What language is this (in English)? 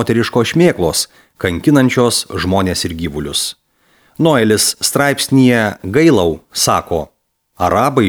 Lithuanian